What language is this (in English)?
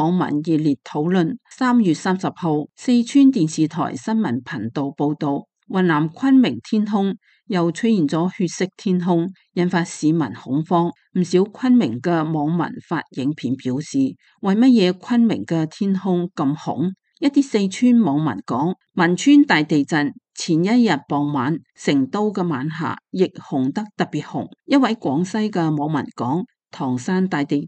Cantonese